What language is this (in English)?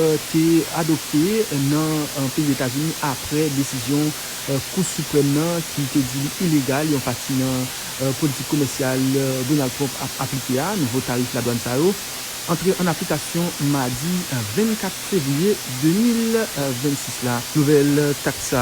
Haitian Creole